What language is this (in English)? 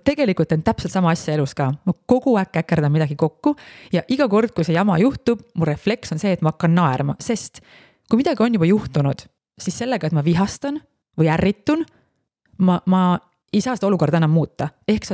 Estonian